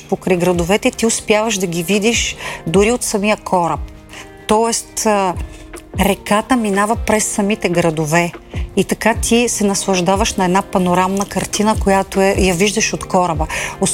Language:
Bulgarian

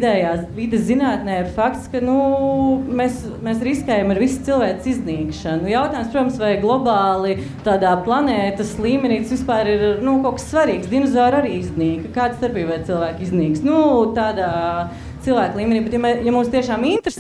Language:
Latvian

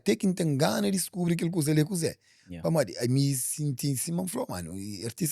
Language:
Kabuverdianu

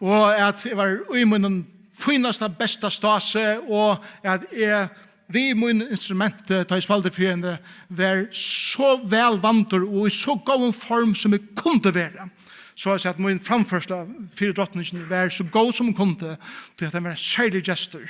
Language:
Faroese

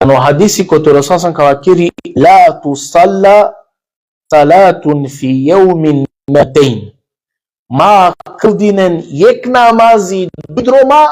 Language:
Balkan Romani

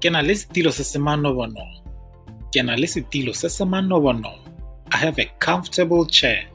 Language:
Tswana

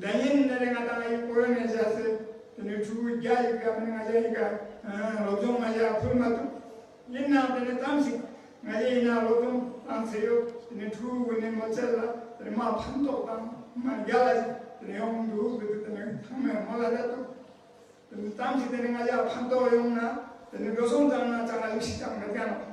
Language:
Tibetan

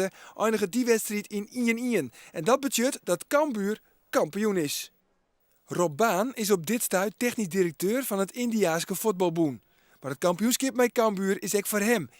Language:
Western Frisian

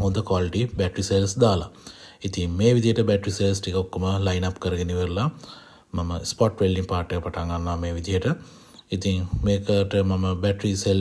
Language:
Sinhala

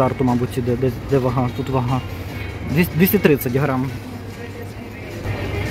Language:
Ukrainian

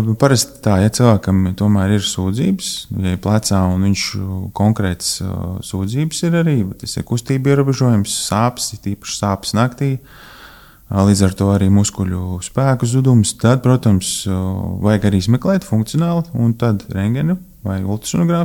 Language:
Latvian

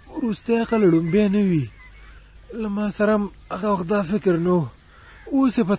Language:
Pashto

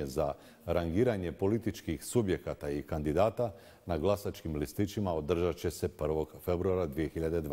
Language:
Bosnian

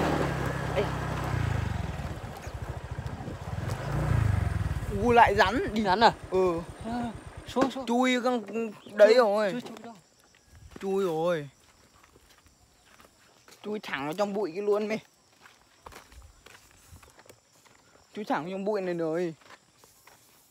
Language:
Vietnamese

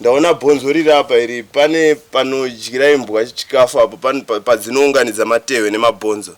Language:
Shona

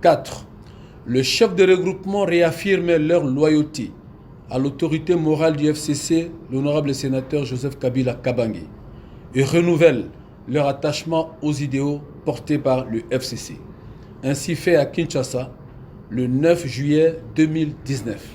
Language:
Lingala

